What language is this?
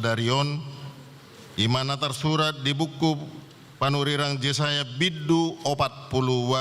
Batak Toba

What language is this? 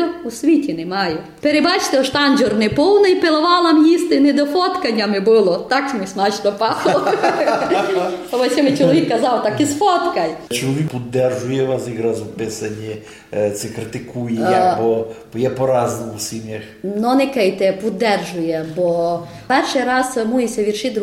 Ukrainian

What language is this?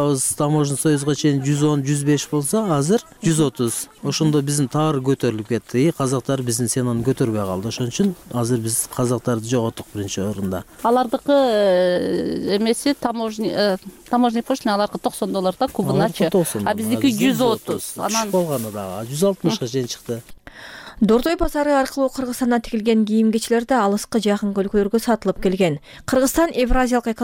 Kyrgyz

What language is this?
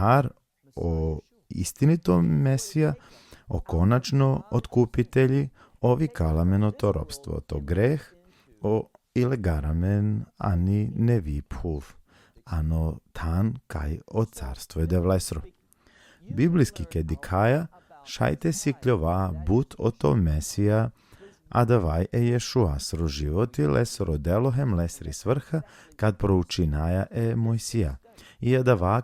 Balkan Romani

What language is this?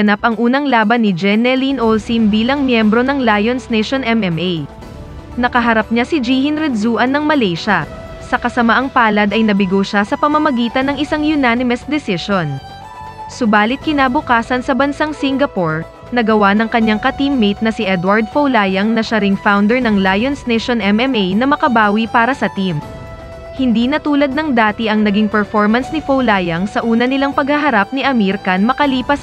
Filipino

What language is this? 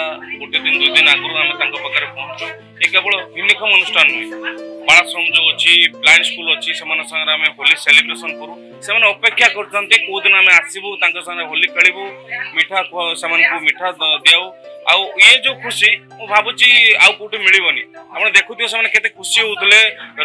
Odia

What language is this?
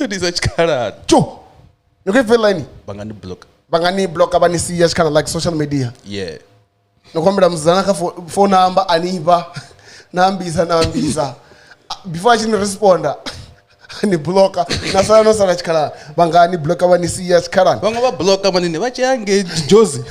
Venda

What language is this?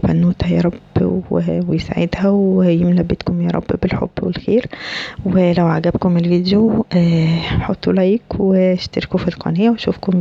Egyptian Arabic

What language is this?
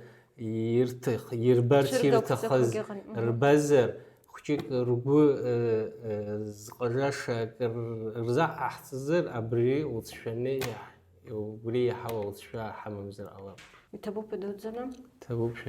Abkhazian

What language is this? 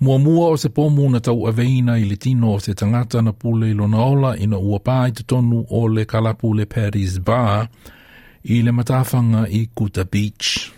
Samoan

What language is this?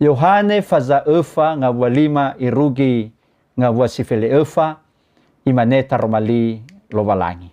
Nias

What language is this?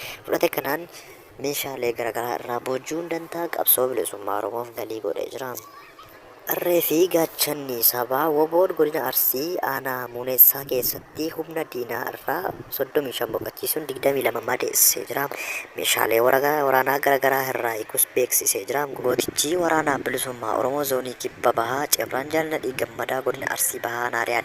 Oromo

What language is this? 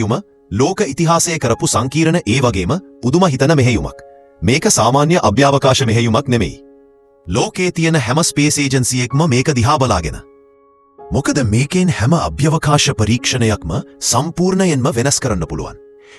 Sinhala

